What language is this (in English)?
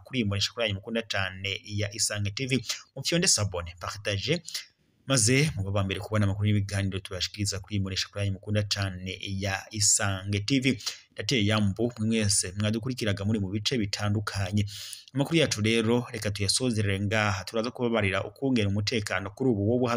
Rundi